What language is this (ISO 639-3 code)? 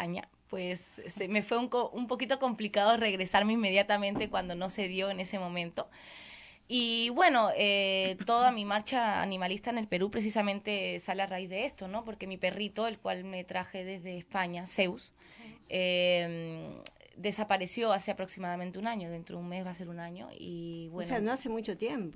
spa